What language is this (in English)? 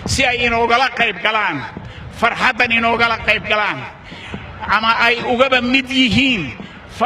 Somali